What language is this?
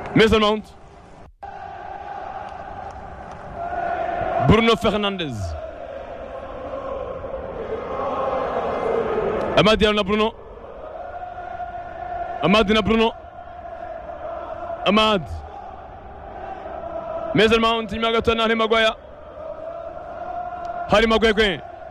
Kinyarwanda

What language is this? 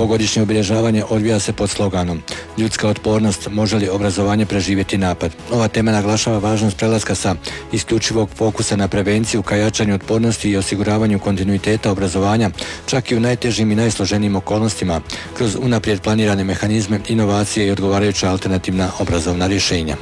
Bosnian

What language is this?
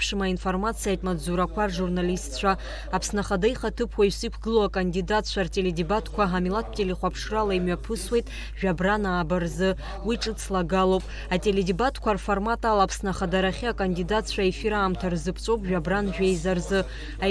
Abkhazian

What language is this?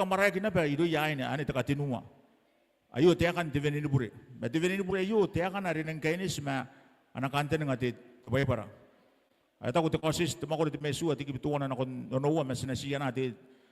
Gilbertese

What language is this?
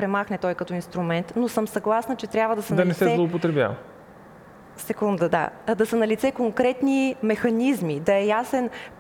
Bulgarian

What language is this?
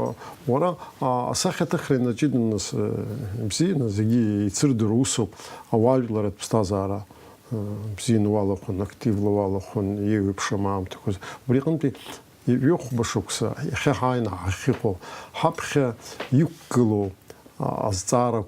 Abkhazian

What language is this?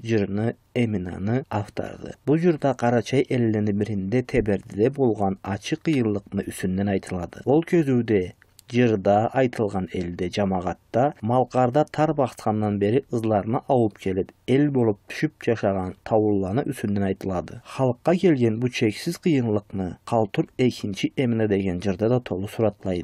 Karachay-Balkar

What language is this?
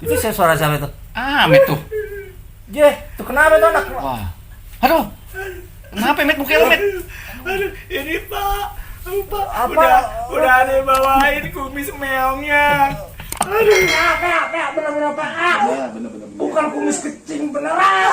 Betawi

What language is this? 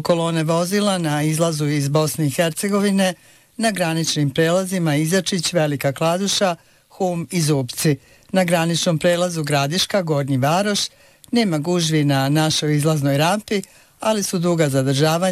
Bosnian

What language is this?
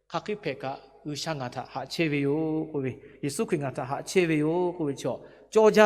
Lahu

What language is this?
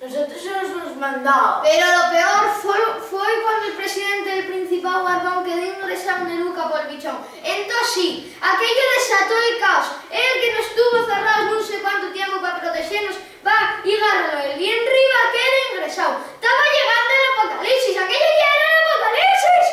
Asturian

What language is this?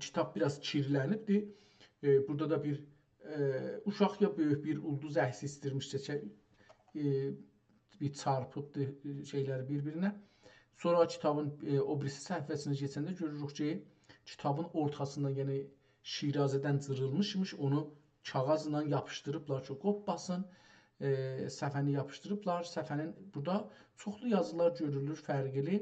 South Azerbaijani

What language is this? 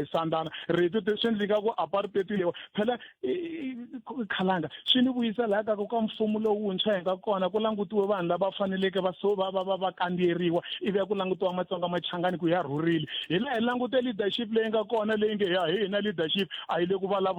Tsonga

